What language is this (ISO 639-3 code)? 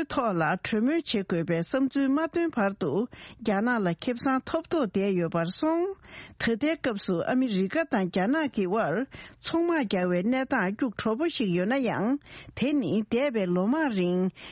bod